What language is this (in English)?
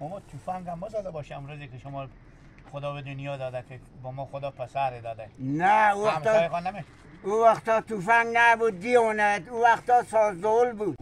Hazaragi